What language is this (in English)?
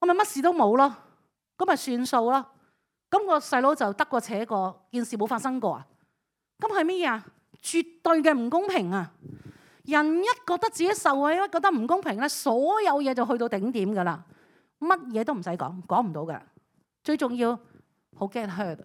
Cantonese